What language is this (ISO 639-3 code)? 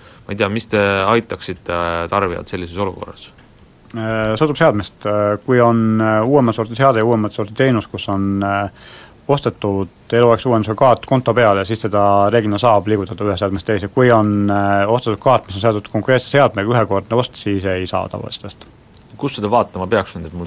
est